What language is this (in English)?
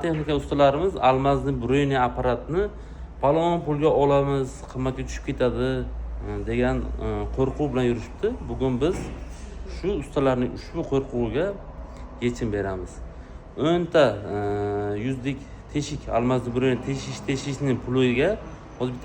Uzbek